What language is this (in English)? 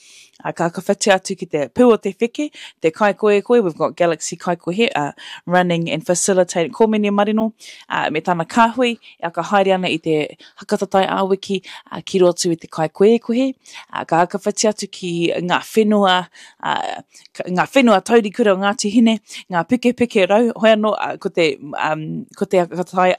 Māori